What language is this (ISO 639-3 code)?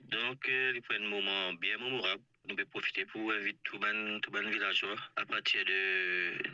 mfe